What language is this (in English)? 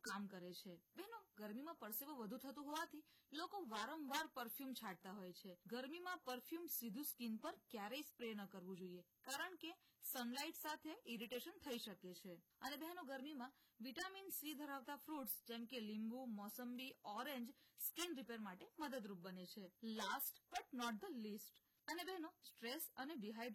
Gujarati